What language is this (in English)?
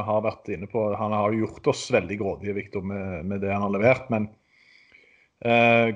Norwegian